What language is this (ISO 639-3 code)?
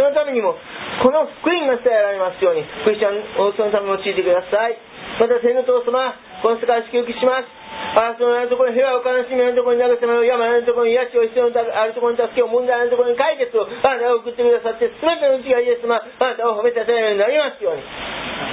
jpn